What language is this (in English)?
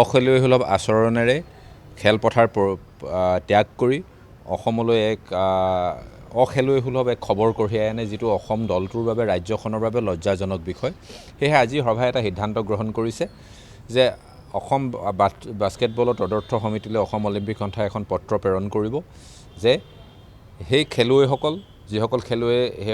Assamese